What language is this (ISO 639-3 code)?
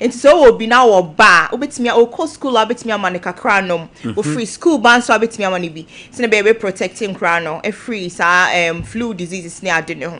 aka